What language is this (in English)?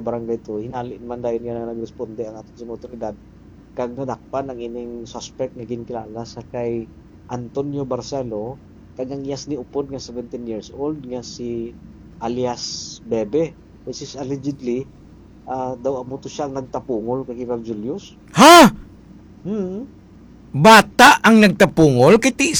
Hiligaynon